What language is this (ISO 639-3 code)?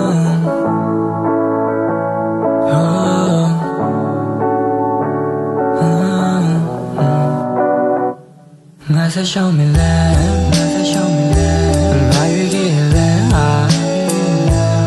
mya